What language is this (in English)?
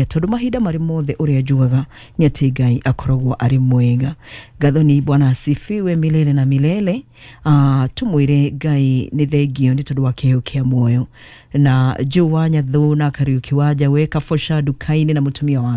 Kikuyu